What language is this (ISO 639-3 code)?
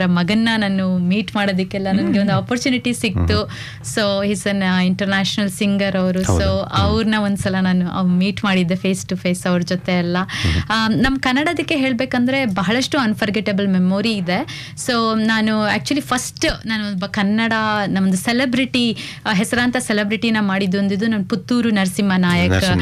kan